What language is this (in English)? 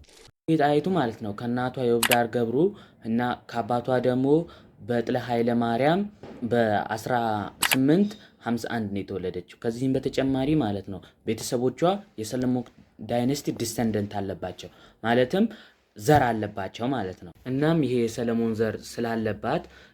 Amharic